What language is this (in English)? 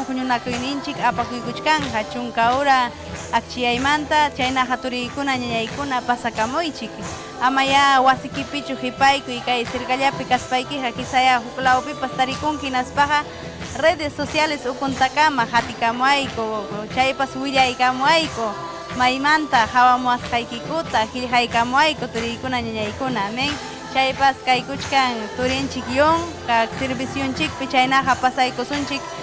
Ayacucho Quechua